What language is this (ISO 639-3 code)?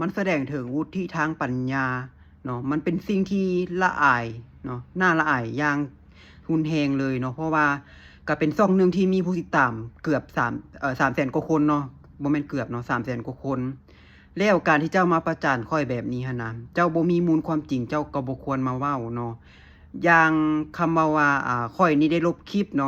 lao